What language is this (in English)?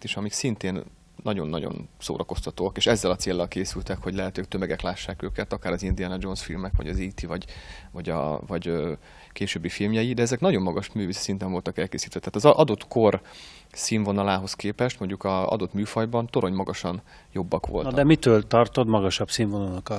Hungarian